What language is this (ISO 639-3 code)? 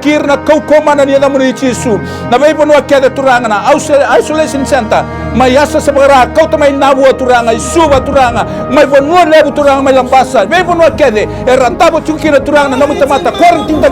fij